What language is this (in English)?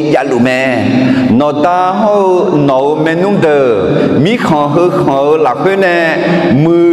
Akha